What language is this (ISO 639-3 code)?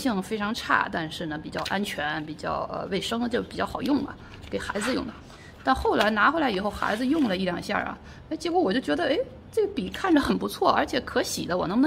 zho